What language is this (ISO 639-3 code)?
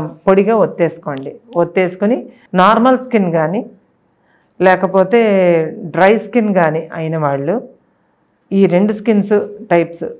tel